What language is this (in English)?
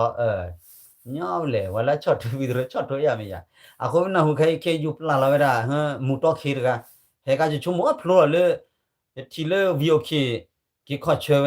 S'gaw Karen